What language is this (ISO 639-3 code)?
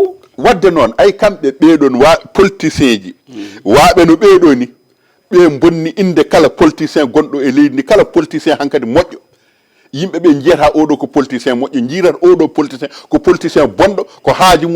ful